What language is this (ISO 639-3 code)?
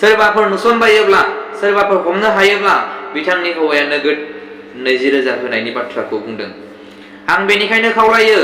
brx